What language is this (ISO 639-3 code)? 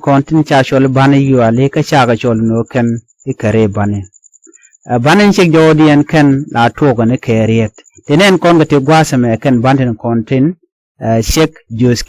nus